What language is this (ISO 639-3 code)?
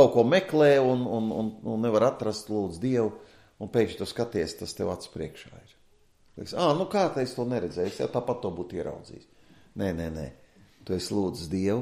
lav